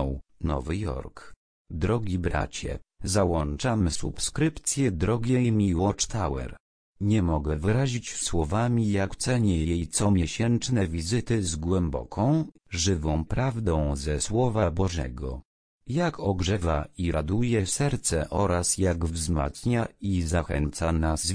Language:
Polish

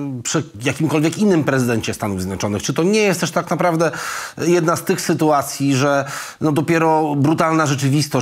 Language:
Polish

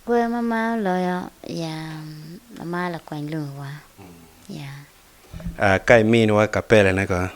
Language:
Acoli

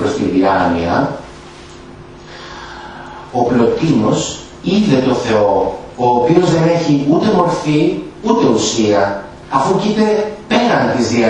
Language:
Greek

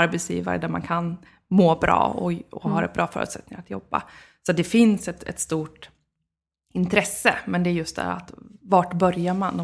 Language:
Swedish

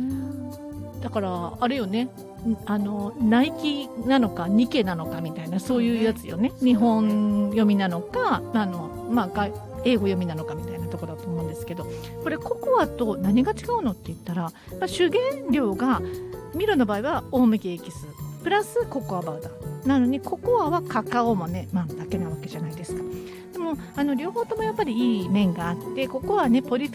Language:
Japanese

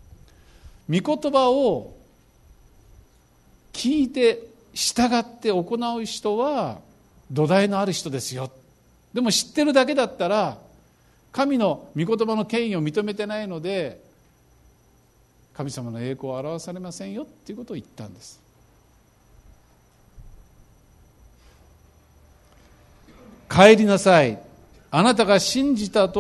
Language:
Japanese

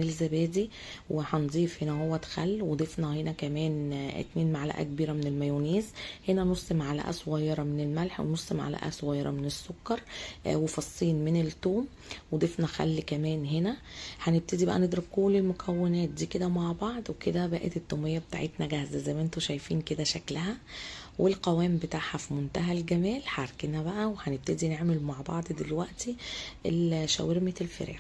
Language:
Egyptian Arabic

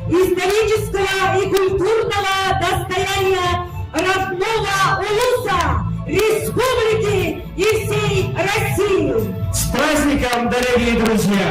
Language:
Yakut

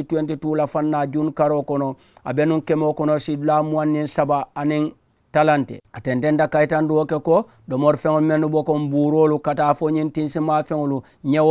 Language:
Mandingo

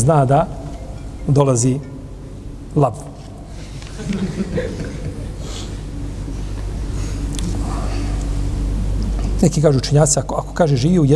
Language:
Bosnian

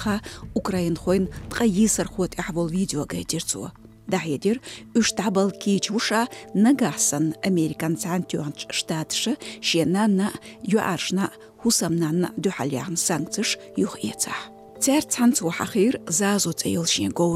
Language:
Chechen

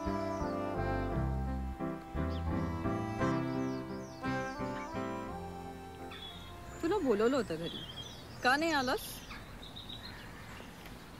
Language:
Marathi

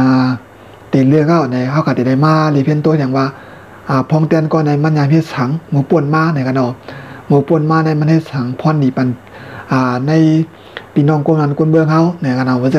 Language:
Shan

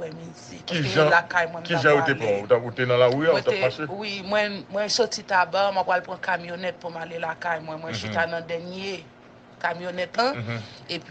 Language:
Haitian Creole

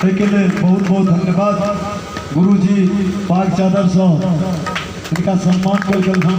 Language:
Maithili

